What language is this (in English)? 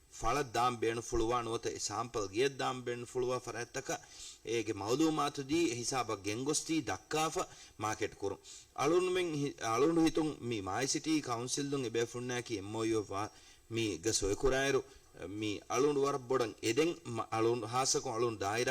Divehi